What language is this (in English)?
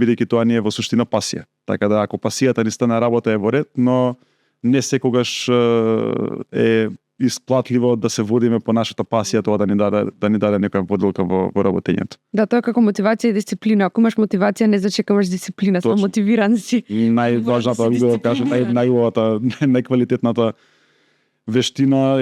Macedonian